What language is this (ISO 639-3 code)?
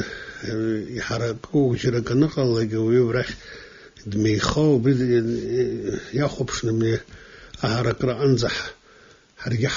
abk